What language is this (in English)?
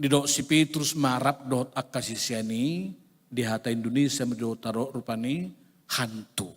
Batak Toba